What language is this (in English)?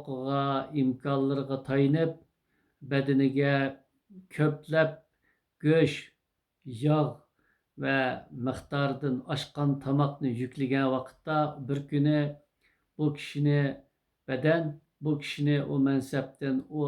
Uyghur